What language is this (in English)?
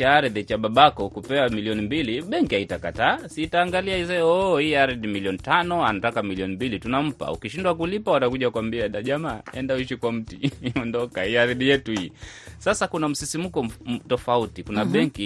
Swahili